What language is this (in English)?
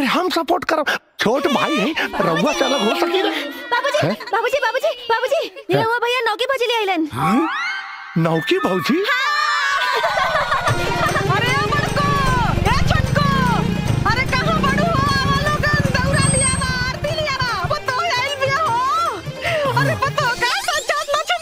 Bhojpuri